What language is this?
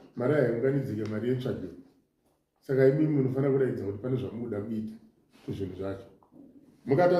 Shona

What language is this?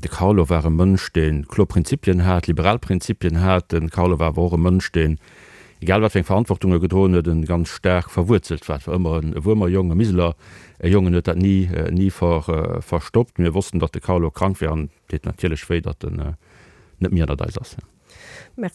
Luxembourgish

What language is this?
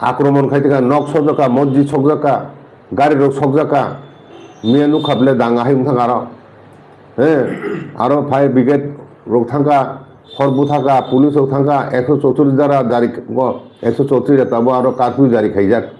Kok Borok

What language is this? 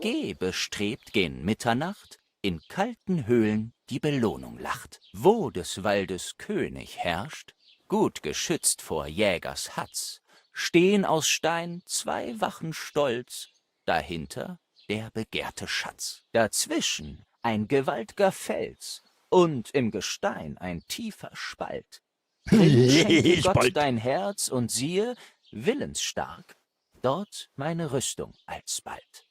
Bavarian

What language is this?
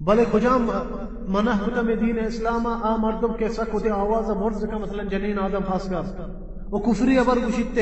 Baluchi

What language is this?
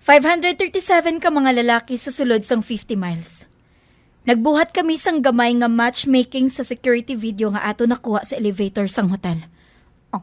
Hiligaynon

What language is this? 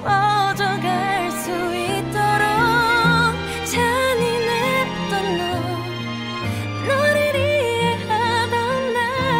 Korean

